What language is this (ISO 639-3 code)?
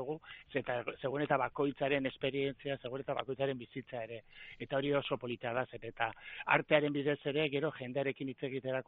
eus